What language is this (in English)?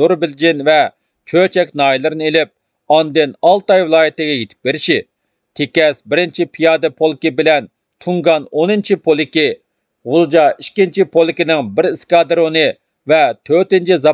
Uyghur